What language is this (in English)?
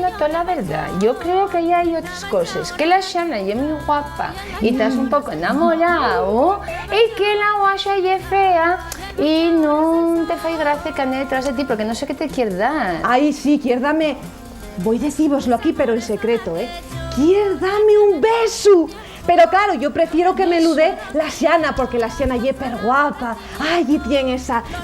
Asturian